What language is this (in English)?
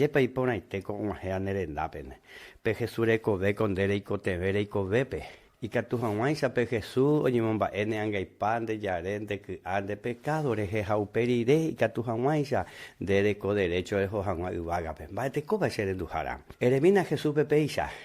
Guarani